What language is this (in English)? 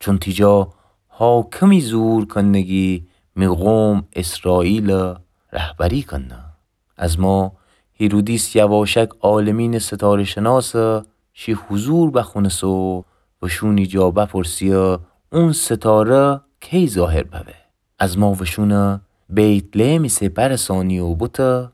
Gilaki